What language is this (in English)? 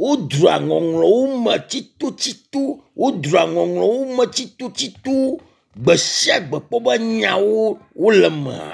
Ewe